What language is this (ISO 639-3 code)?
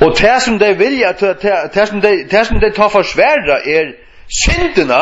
fao